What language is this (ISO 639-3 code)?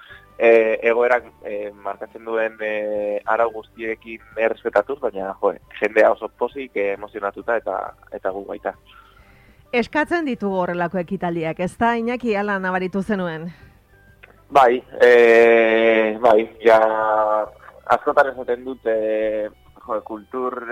eus